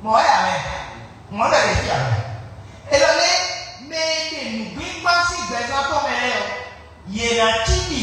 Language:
Fon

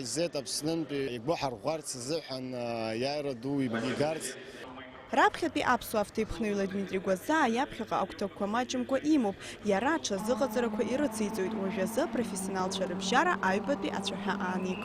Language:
Abkhazian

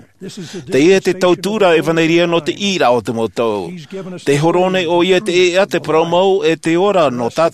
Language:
Tahitian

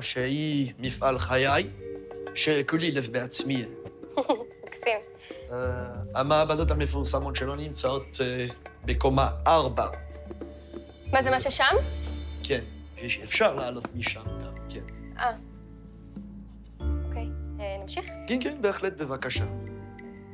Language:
Hebrew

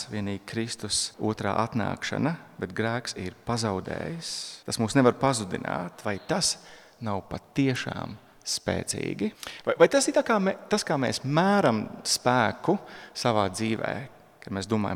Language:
Latvian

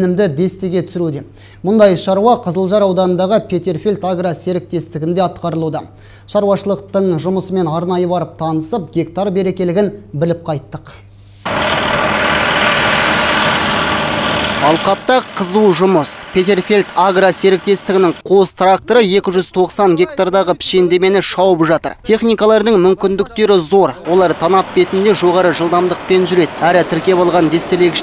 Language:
Kazakh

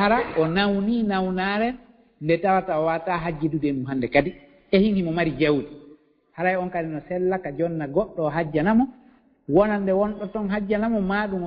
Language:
Fula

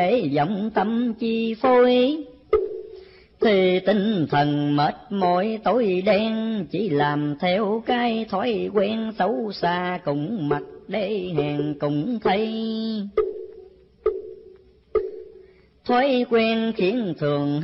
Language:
Vietnamese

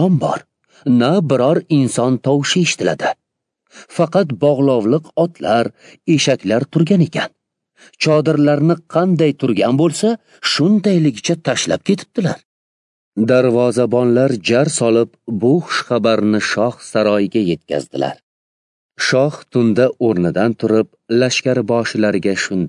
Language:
Uzbek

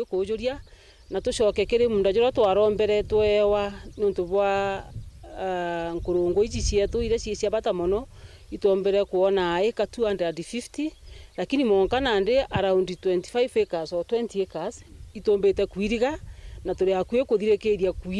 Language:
Meru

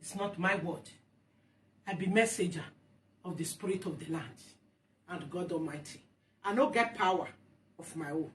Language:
Nigerian Pidgin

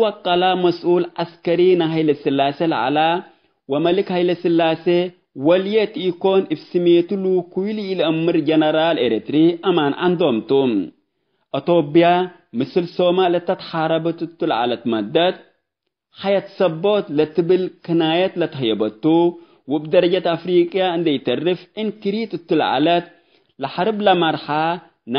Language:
Tigre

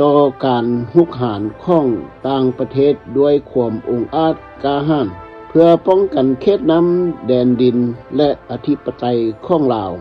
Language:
Lao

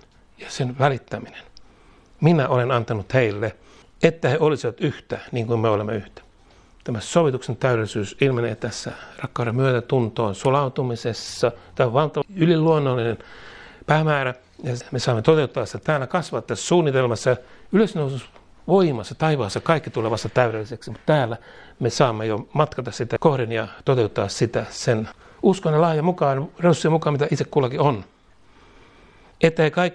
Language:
Finnish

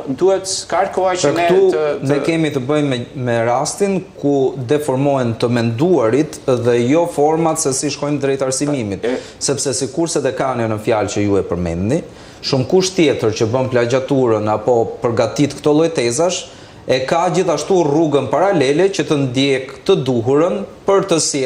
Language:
Albanian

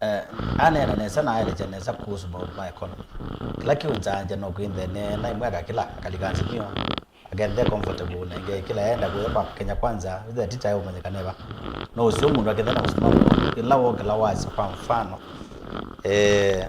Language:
Kamba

